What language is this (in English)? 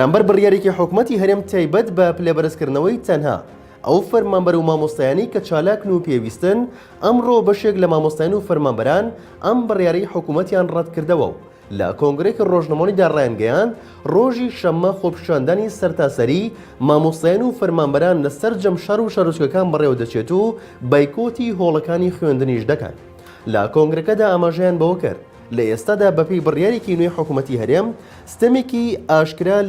Central Kurdish